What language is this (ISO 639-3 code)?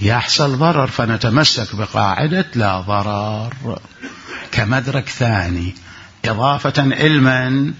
acm